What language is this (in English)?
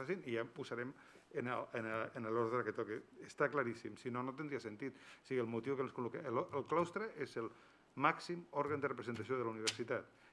Catalan